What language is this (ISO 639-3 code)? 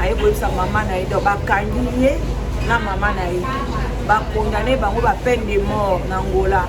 lin